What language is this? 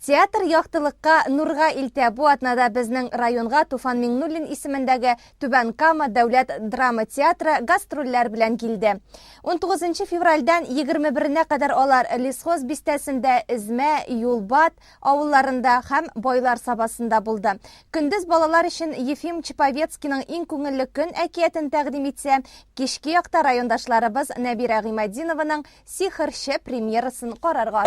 Tatar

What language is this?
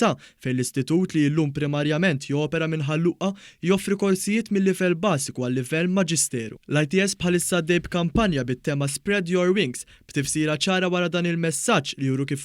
Maltese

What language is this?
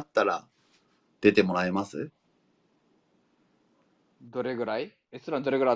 Japanese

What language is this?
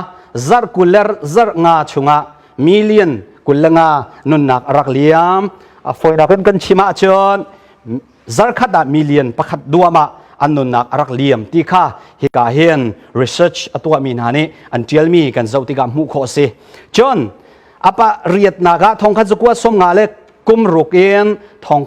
Hakha Chin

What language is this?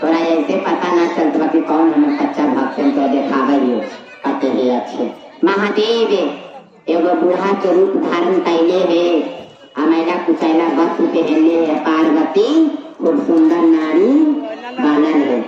Magahi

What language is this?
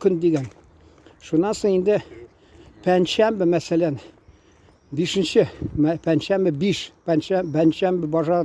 Tatar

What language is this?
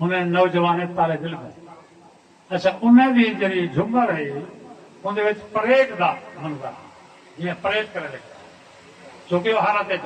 Saraiki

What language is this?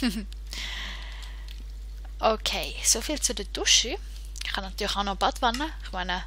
Swiss German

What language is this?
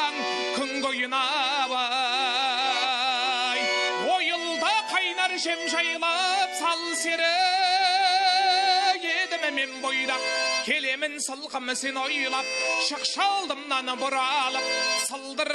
Kazakh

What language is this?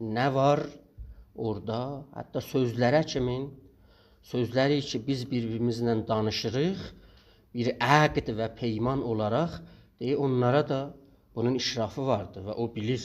South Azerbaijani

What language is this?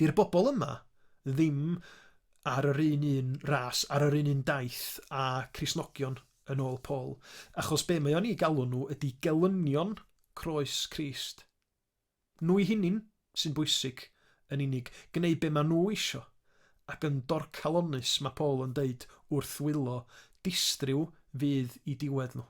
Welsh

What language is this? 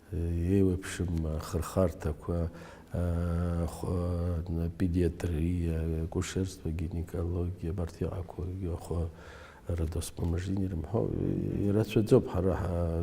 Abkhazian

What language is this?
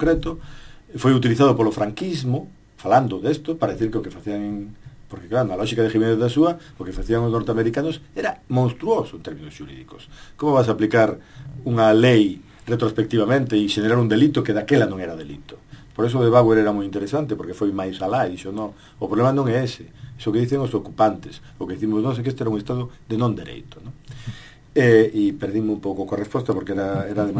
Galician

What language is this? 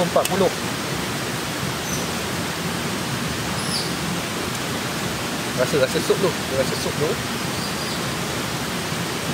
Malay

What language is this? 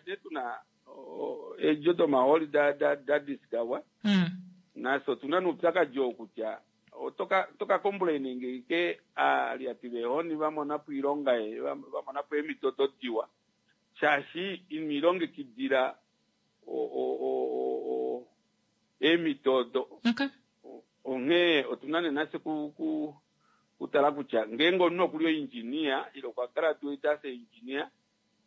Kuanyama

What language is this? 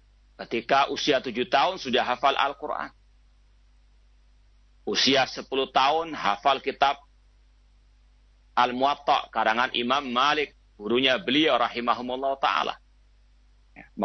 Indonesian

